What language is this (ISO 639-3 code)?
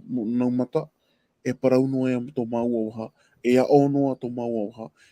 tah